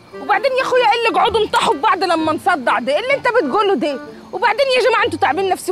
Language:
Egyptian Arabic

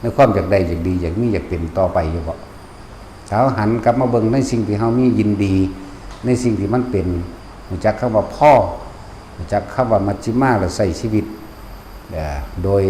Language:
Northeastern Thai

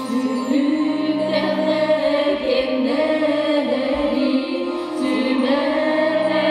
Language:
Yakut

